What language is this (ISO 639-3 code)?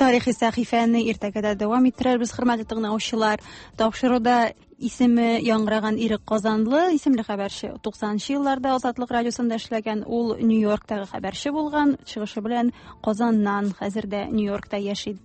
tat